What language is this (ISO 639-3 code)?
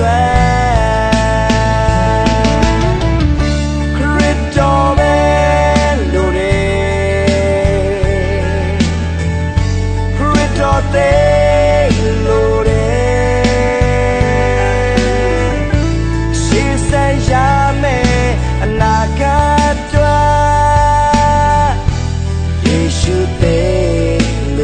mya